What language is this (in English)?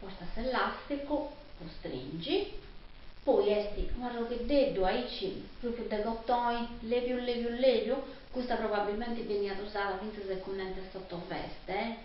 Sardinian